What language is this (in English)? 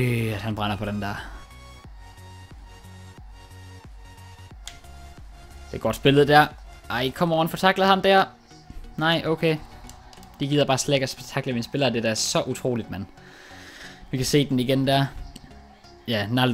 Danish